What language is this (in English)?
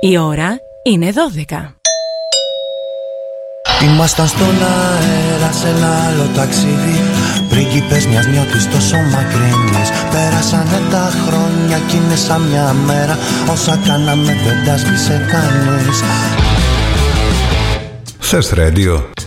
Greek